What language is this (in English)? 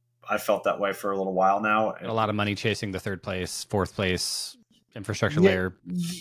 English